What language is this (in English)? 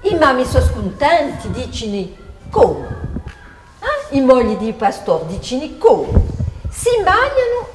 Corsican